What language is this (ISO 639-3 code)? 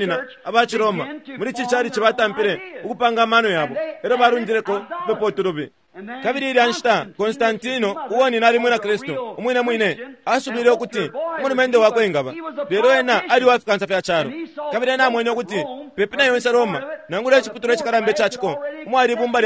bem